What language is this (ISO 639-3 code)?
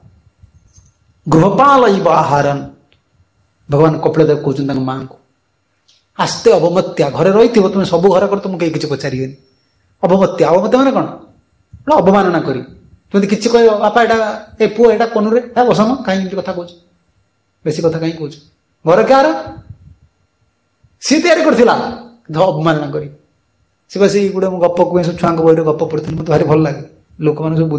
ori